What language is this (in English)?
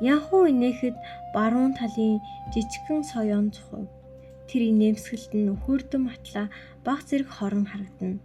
Mongolian